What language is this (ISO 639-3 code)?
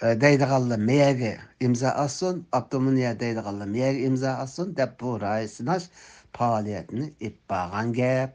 uig